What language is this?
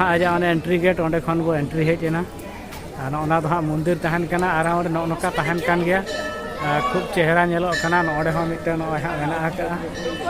Santali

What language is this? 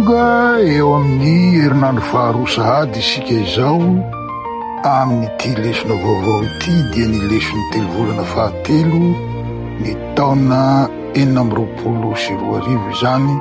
Malagasy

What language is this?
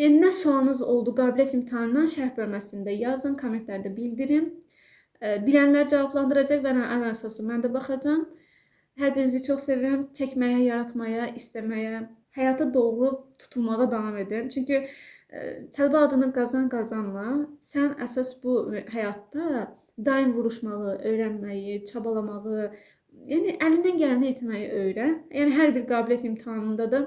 Azerbaijani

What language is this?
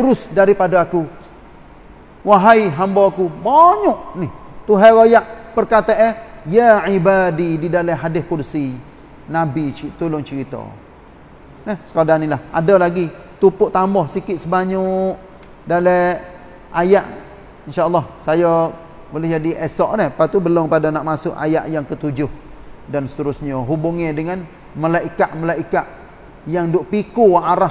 Malay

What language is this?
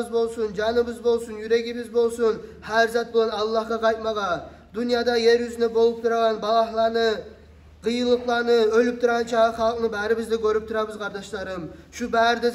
Kumyk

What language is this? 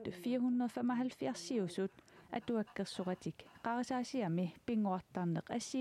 Kalaallisut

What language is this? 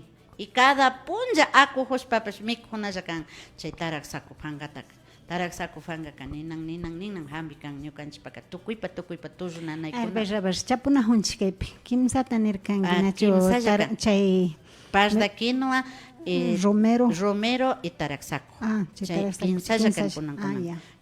Imbabura Highland Quichua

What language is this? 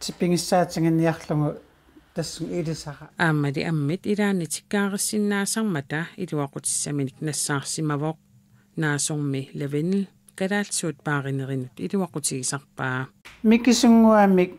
Kalaallisut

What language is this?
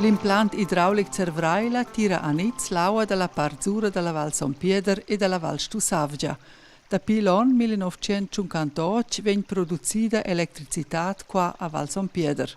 Romansh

